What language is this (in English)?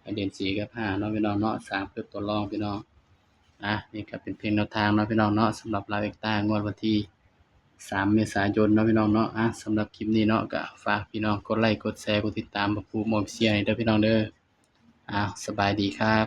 Northeastern Thai